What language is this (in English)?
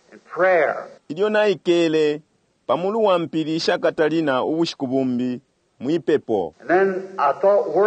Bemba